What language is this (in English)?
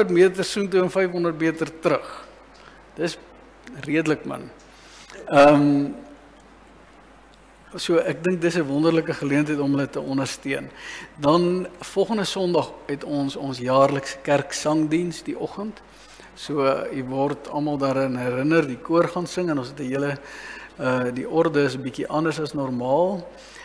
Afrikaans